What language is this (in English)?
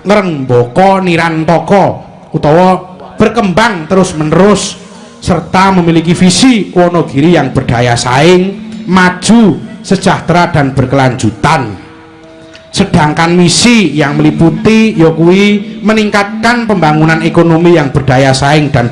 Javanese